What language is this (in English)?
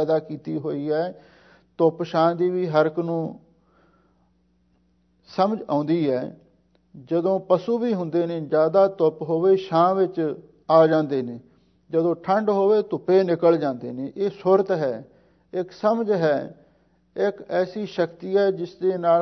Punjabi